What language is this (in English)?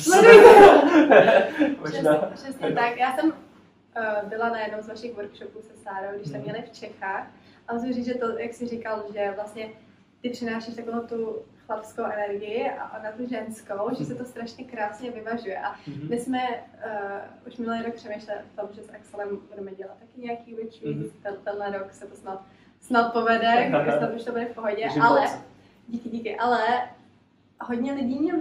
Czech